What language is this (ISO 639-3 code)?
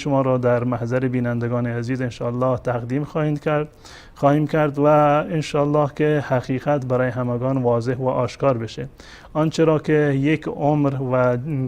fas